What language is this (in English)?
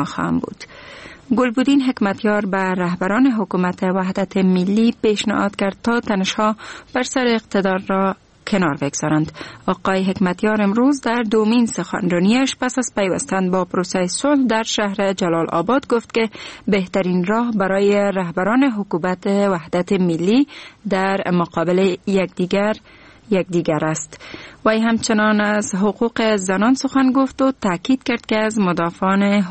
Persian